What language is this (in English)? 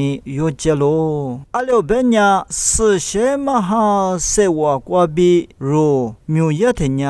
Lisu